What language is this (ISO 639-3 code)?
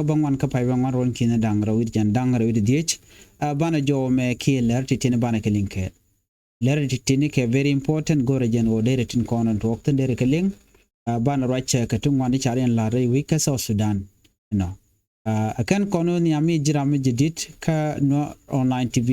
nus